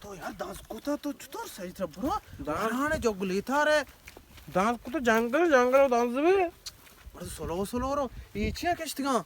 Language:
Baluchi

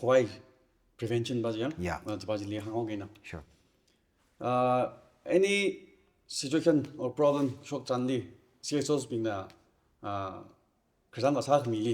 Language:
Tangkhul Naga (India)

